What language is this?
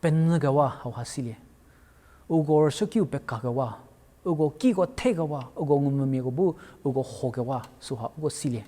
Angami Naga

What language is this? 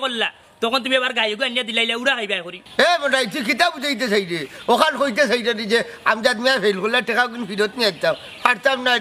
Sylheti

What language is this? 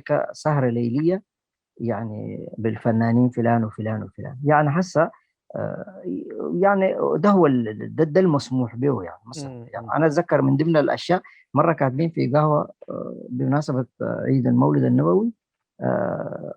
Sudanese Arabic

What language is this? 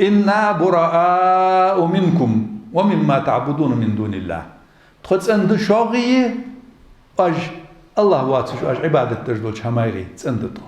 Ingush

